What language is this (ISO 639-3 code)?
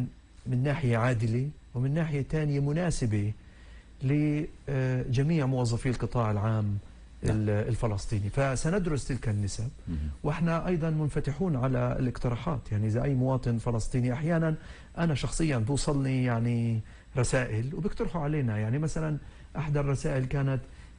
apc